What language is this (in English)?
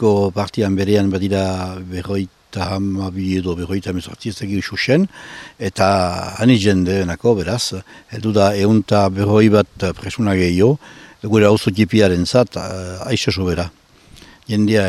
Basque